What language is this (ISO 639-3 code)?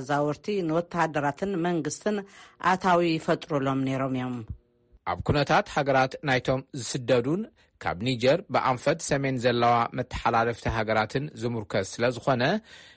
tir